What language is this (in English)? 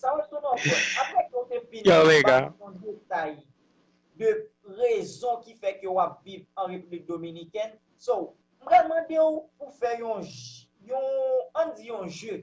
Haitian Creole